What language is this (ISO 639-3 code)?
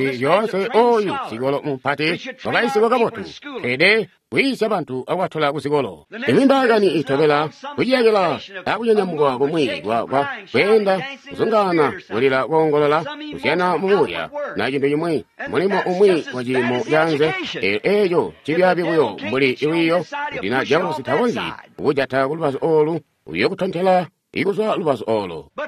toi